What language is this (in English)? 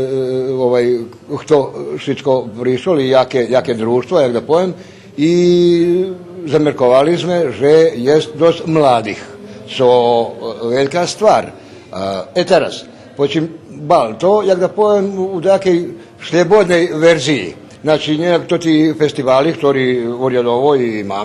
Rusyn